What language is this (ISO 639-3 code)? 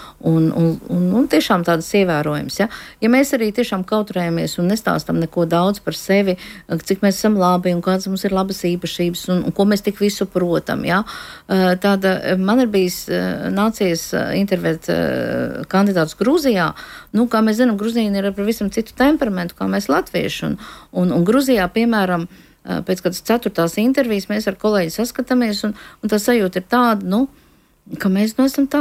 lav